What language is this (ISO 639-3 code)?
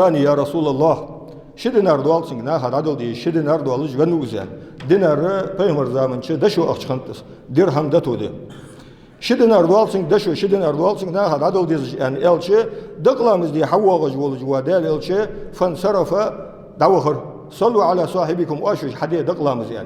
inh